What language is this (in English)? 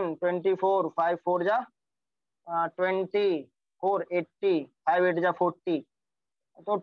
Hindi